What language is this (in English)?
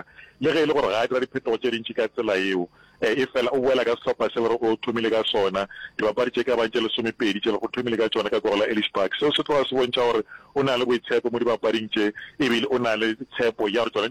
Northern Sotho